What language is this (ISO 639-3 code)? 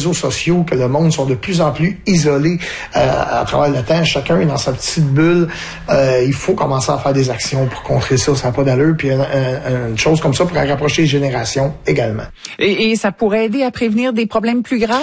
fra